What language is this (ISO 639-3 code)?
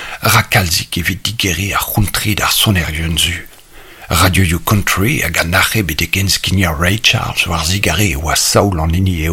bre